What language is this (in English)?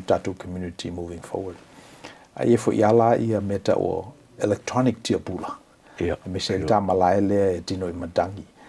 Samoan